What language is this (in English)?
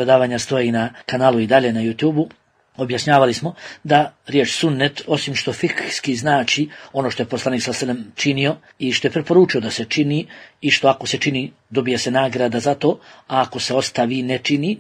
Bosnian